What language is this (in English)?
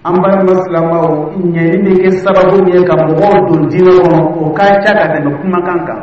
Dyula